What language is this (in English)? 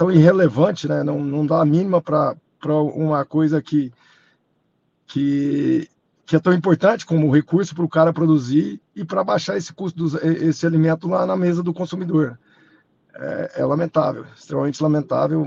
Portuguese